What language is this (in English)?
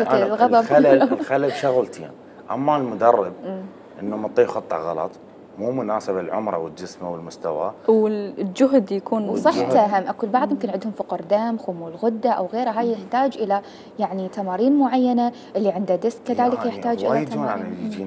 Mesopotamian Arabic